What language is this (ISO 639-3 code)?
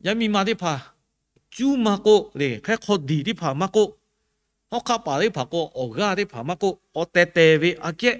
lhu